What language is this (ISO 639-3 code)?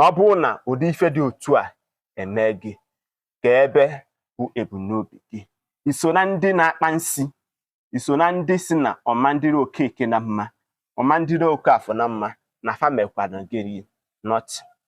ibo